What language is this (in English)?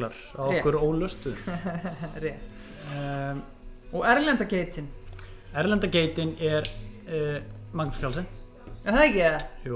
Icelandic